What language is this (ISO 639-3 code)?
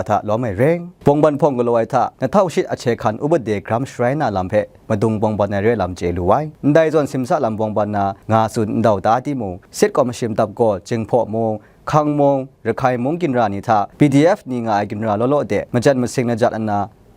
kac